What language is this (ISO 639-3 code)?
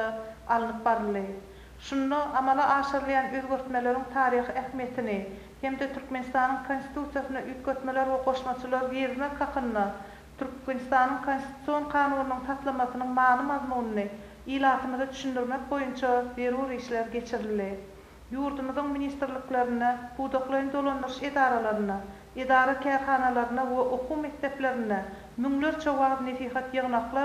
tuk